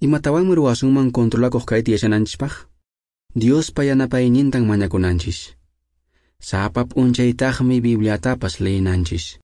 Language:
Quechua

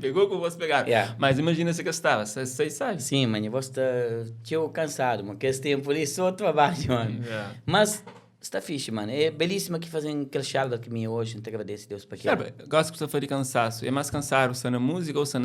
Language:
Kabuverdianu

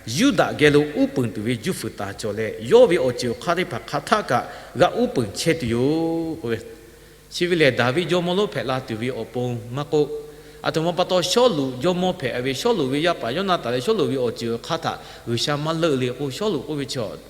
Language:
Lahu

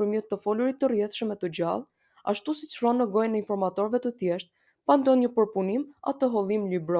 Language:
Albanian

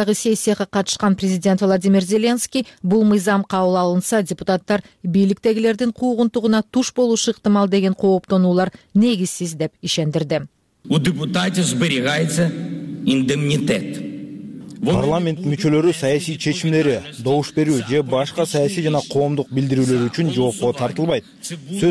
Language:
Kyrgyz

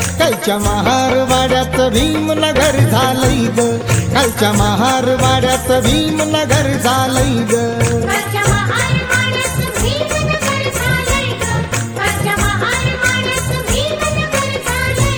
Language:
Marathi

